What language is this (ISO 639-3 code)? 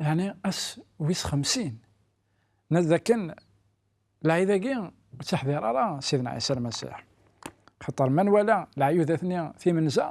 kab